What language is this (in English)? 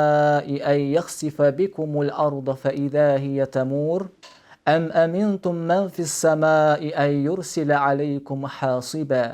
Crimean Tatar